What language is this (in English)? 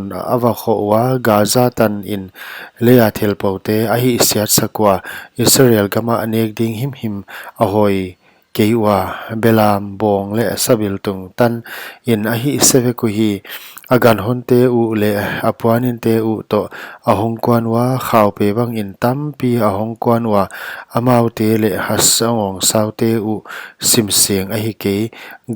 Paite Chin